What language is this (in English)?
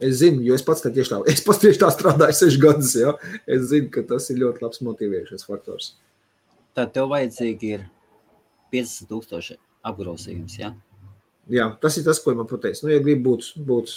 Latvian